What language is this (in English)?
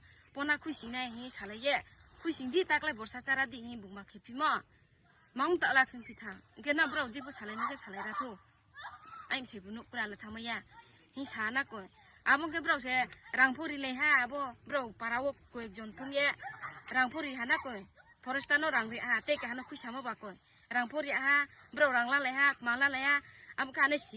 Riang (India)